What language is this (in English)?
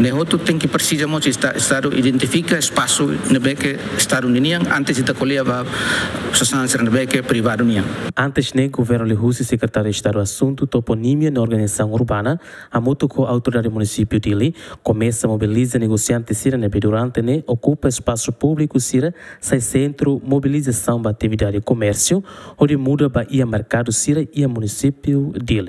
Tetum